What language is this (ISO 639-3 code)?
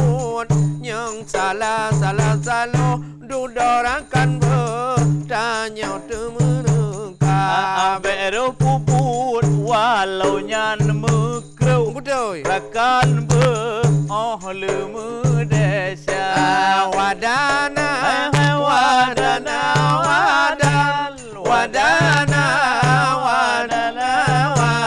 ace